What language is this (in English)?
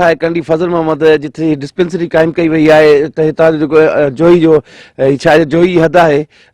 Sindhi